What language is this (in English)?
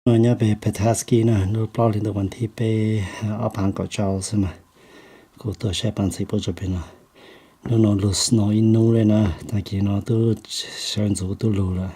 Hmong